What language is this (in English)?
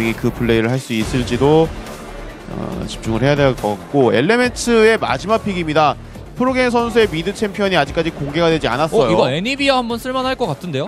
Korean